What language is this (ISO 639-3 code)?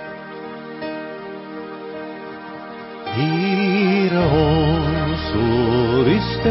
afr